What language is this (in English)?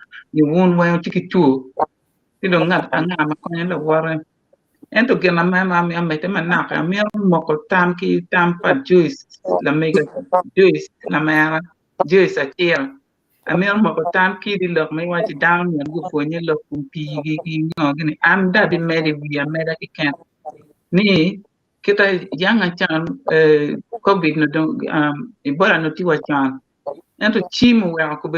Acoli